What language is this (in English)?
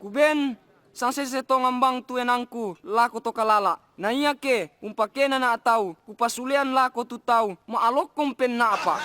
Toraja-Sa'dan